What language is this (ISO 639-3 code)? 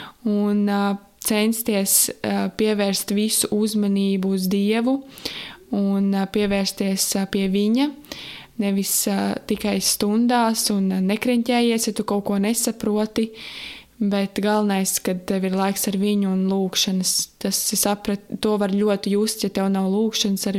lav